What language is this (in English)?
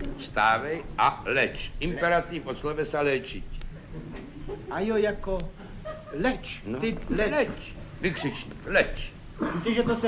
Czech